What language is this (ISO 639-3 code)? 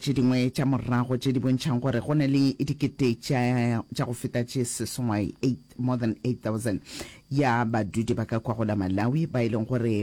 nso